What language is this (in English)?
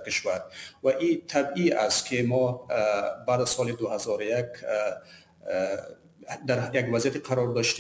Persian